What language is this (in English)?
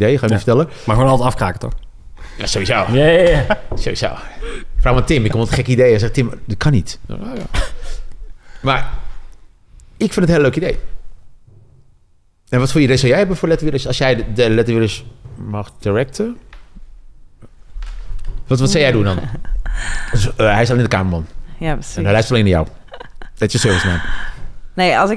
Dutch